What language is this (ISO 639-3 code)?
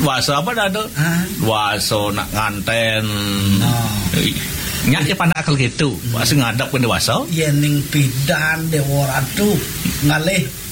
ban